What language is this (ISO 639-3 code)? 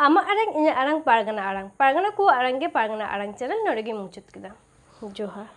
sat